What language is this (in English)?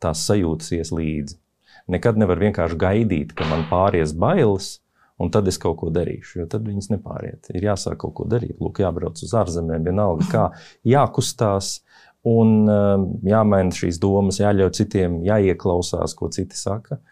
Latvian